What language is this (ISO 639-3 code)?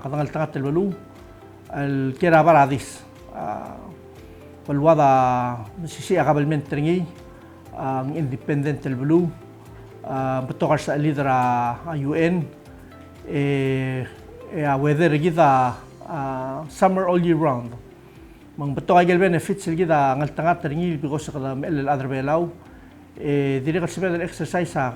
pau